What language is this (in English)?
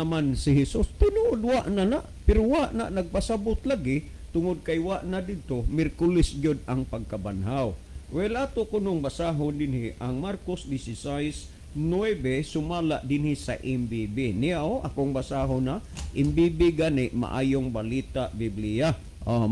Cebuano